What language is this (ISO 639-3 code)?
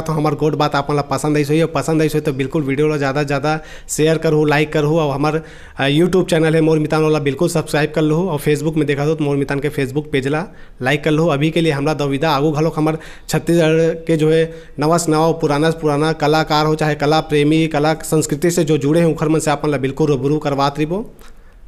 hne